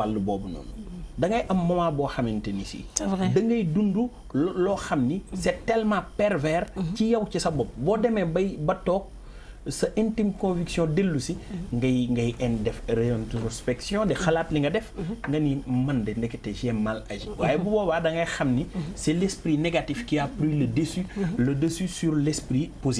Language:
Wolof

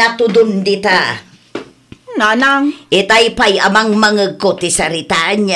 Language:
Iloko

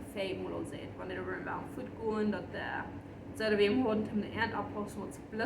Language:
Plautdietsch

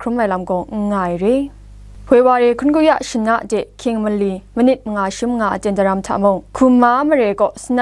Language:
Kachin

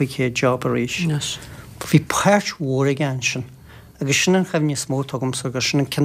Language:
Irish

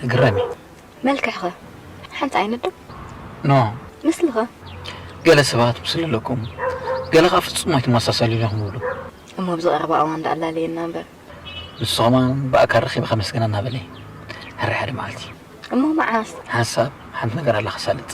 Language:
Tigrinya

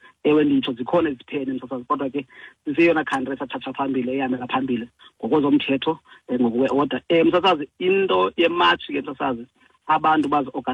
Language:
Xhosa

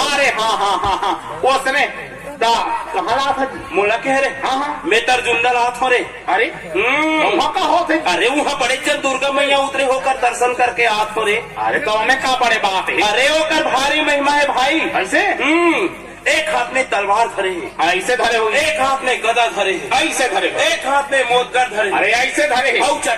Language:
Chhattisgarhi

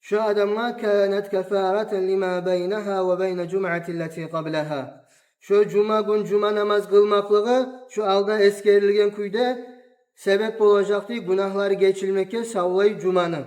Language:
Kumyk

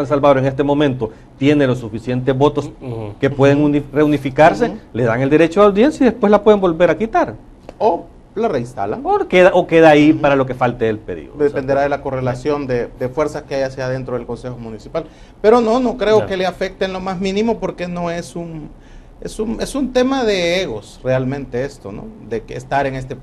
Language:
Spanish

